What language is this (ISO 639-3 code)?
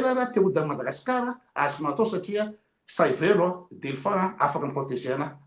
mlg